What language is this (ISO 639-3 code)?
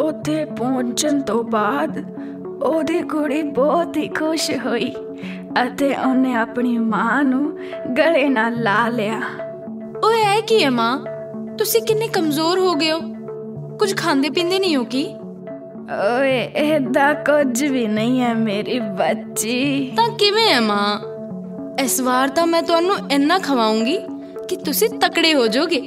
pan